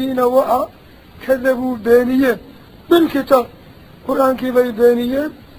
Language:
Somali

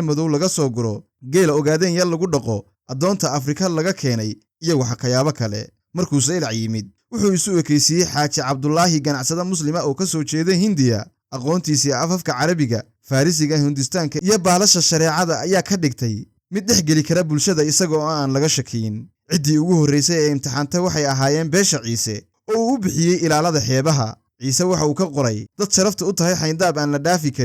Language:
Somali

